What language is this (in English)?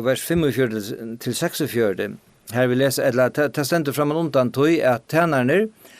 Faroese